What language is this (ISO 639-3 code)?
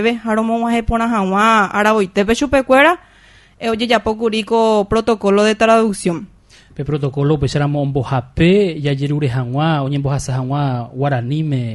grn